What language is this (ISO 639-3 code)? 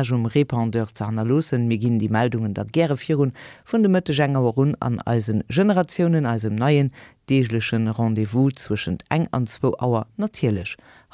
ltz